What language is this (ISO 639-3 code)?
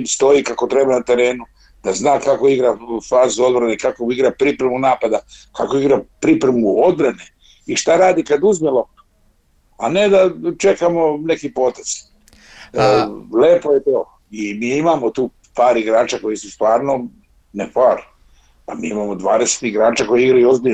srp